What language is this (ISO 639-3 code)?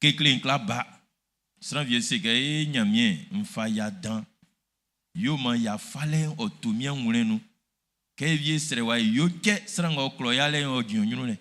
bci